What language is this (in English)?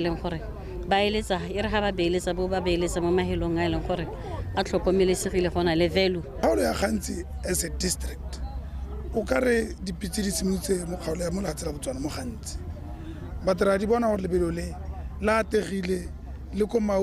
Tswana